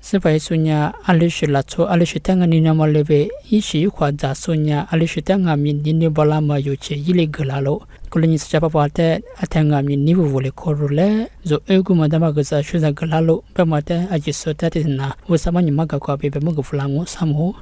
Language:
Lisu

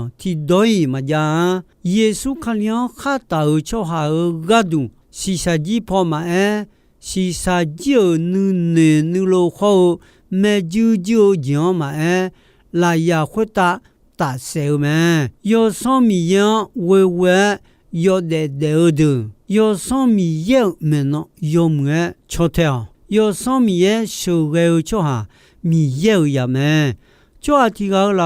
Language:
Akha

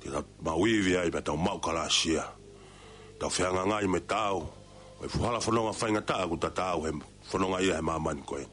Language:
Tongan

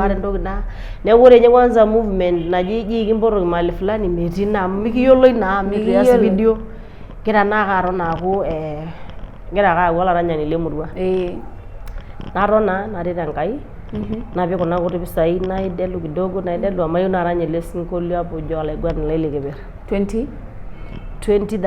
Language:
Masai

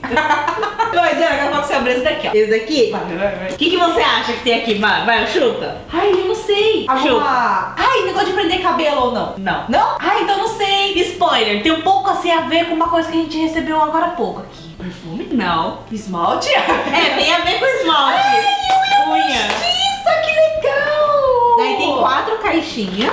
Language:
Portuguese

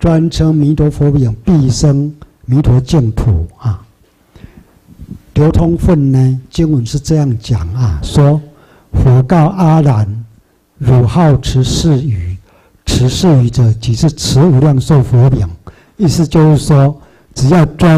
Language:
Chinese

